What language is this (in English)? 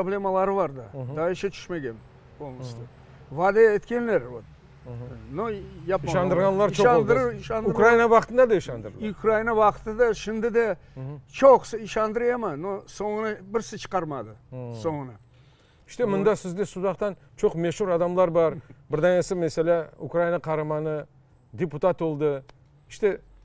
Crimean Tatar